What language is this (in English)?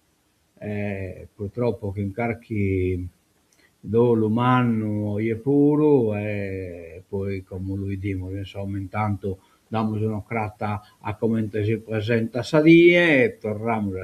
Sardinian